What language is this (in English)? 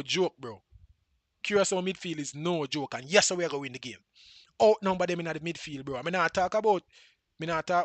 Jamaican Creole English